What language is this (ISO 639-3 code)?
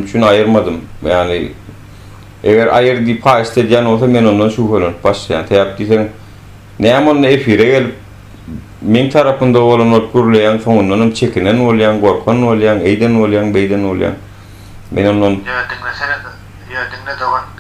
tuk